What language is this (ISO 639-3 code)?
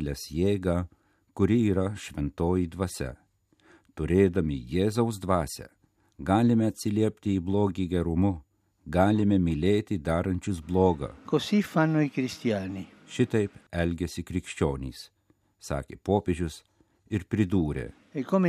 lit